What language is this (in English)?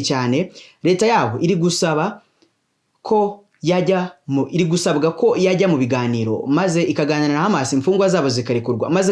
Kinyarwanda